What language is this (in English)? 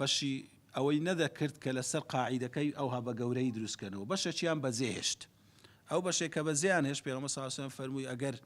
Central Kurdish